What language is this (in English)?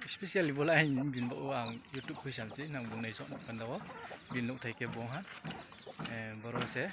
Riang (India)